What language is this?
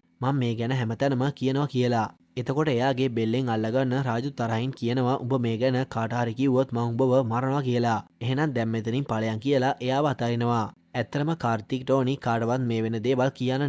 Sinhala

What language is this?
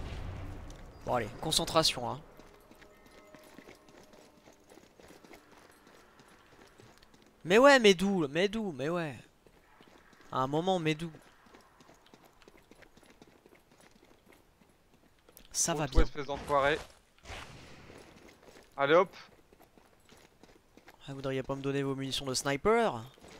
French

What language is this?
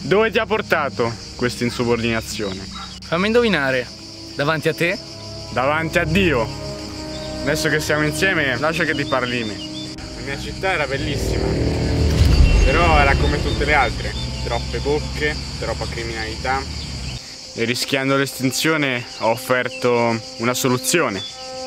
Italian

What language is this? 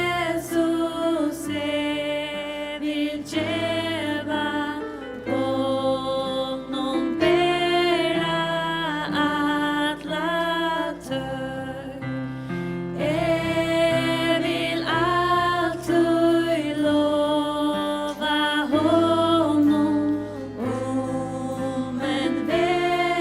Faroese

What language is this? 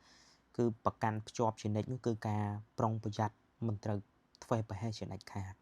Khmer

